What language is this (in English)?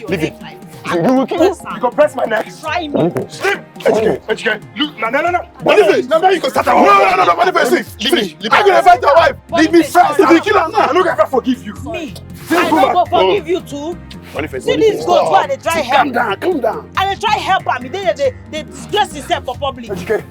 Nigerian Pidgin